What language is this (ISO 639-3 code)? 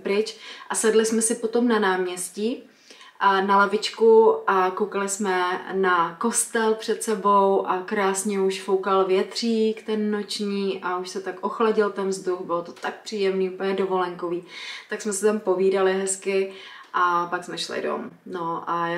ces